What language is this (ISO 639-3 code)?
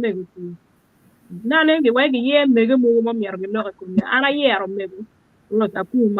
ach